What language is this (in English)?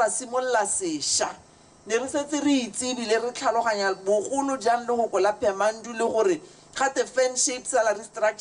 Tswana